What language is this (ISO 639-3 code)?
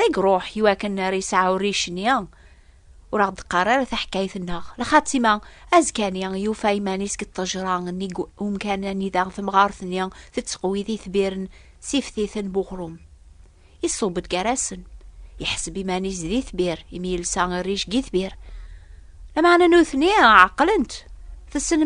kab